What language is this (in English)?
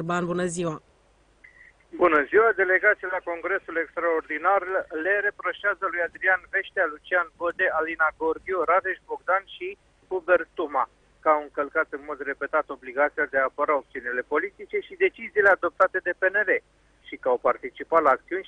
Romanian